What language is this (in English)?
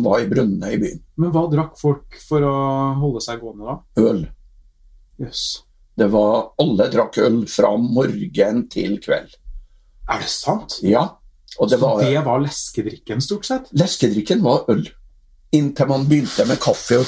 Norwegian